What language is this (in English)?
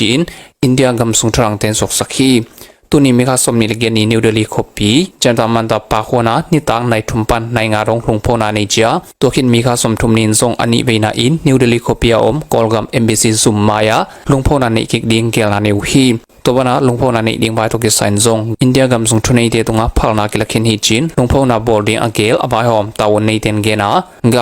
Tedim Chin